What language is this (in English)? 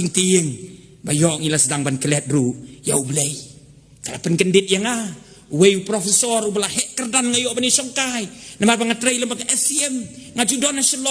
Khasi